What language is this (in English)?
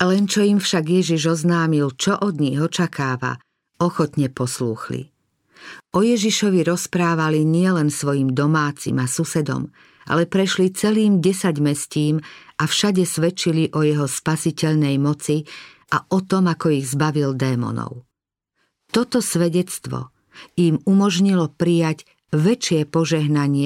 Slovak